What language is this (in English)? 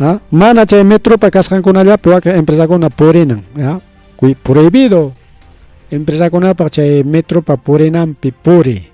Ayacucho Quechua